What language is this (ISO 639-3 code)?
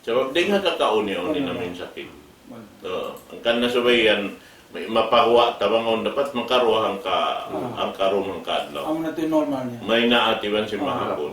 tsg